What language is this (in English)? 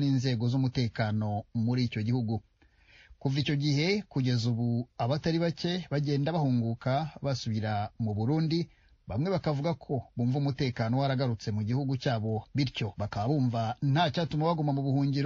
Kinyarwanda